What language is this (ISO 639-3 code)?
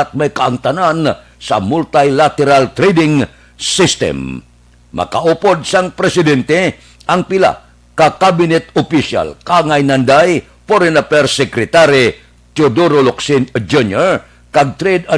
hil